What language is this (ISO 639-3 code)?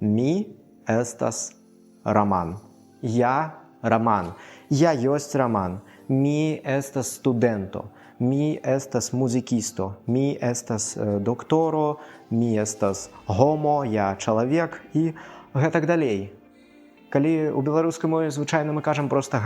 bel